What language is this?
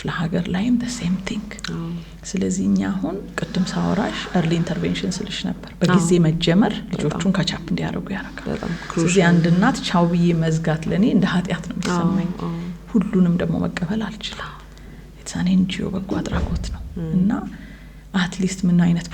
Amharic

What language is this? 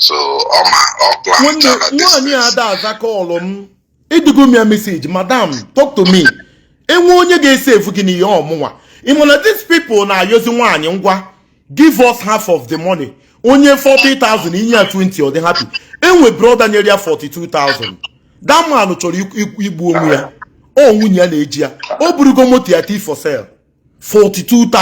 Igbo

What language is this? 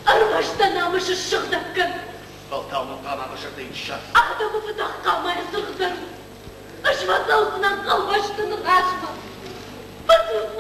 Ossetic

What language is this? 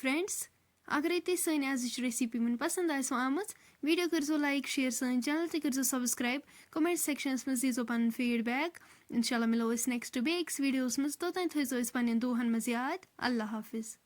Kashmiri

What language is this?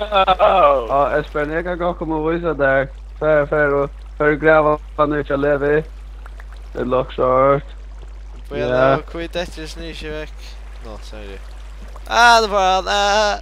Faroese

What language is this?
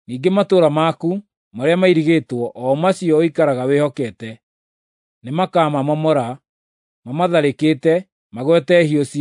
Kikuyu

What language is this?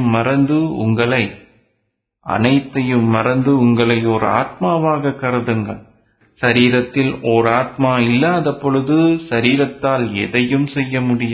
Tamil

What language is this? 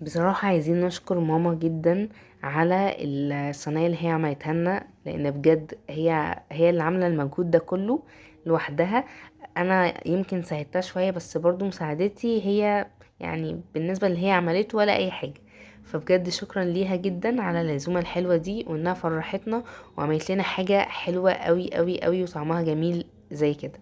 Egyptian Arabic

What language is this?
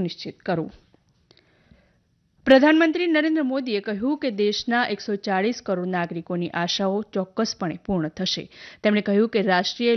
Gujarati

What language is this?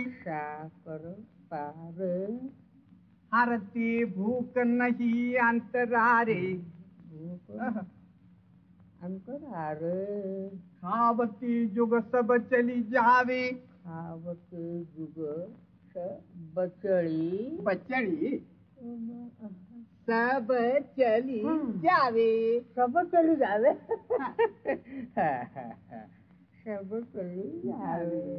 Marathi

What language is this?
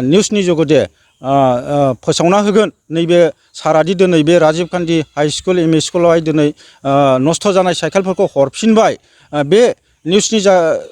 Bodo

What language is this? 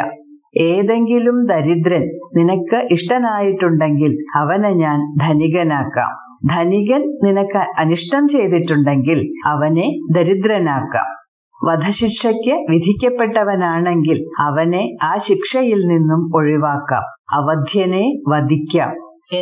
Malayalam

